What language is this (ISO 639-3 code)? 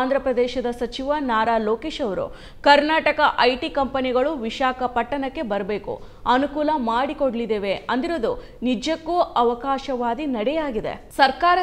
kan